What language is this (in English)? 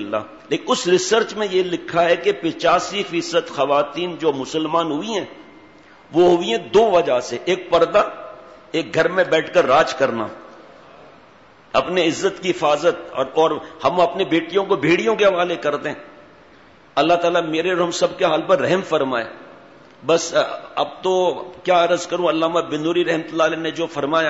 Urdu